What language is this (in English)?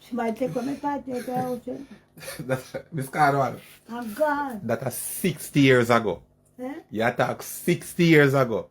Jamaican Creole English